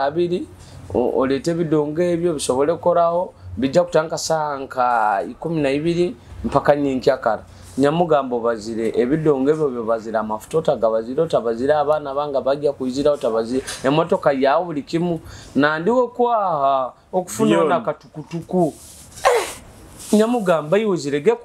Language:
Nyoro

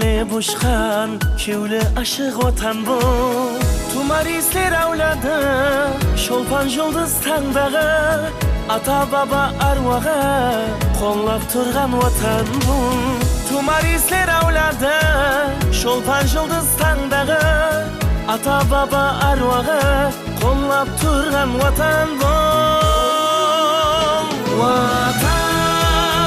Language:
Kara-Kalpak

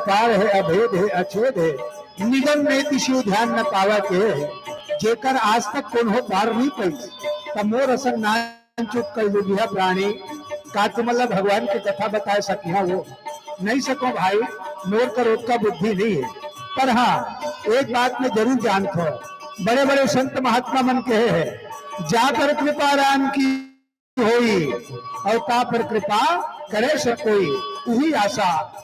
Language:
Chhattisgarhi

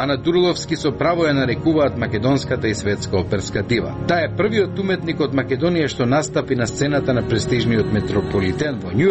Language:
Macedonian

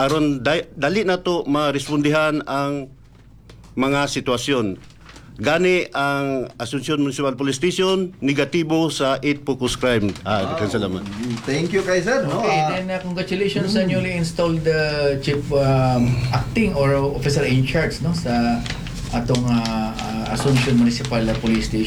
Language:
Cebuano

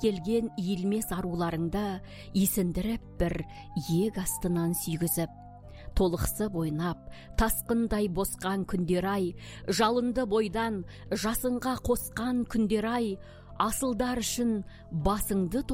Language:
Kazakh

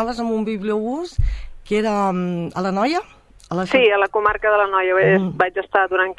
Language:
Catalan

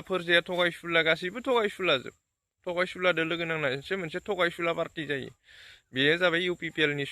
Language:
Bodo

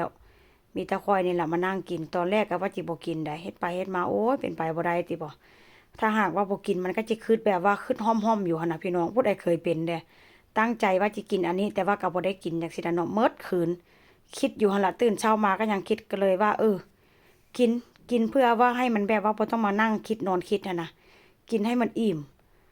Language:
Northeastern Thai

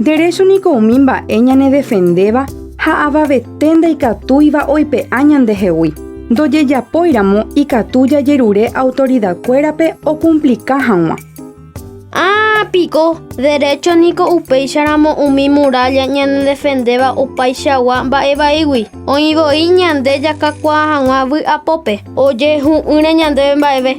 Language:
Guarani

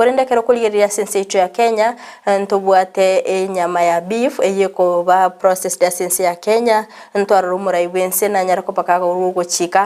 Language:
Gusii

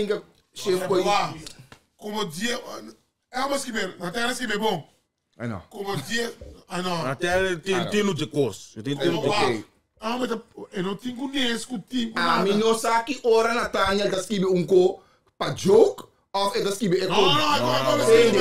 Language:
Papiamento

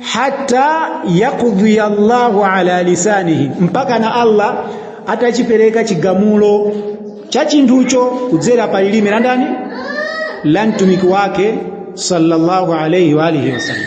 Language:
Nyanja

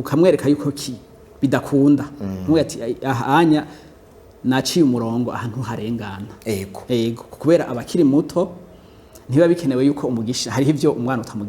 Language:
Rundi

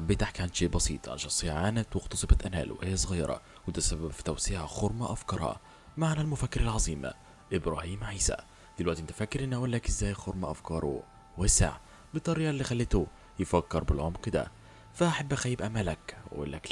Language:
Egyptian Arabic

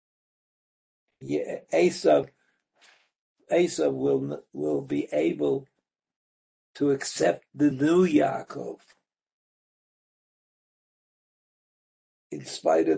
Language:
English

